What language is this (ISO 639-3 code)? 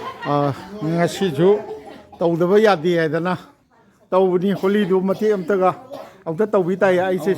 mni